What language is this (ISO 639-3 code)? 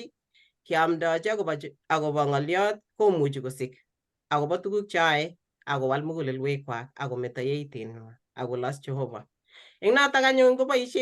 kln